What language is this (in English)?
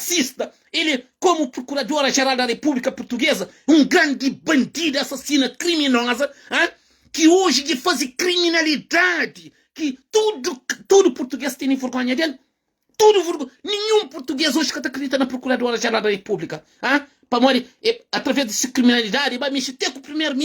Kabuverdianu